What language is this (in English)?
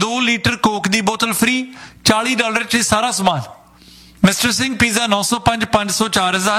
Punjabi